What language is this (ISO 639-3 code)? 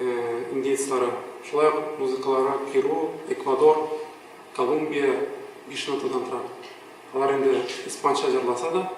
tat